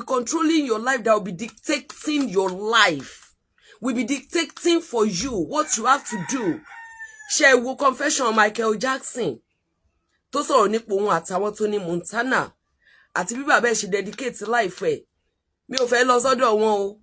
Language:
Yoruba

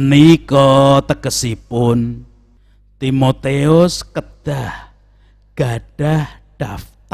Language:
Javanese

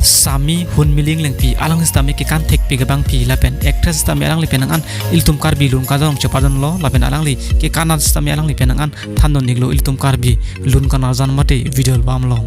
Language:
Karbi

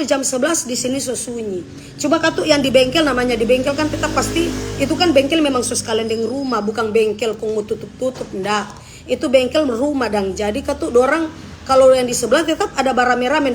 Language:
Manado Malay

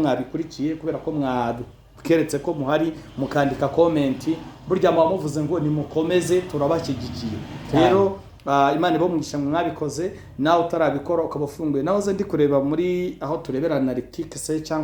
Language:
Kinyarwanda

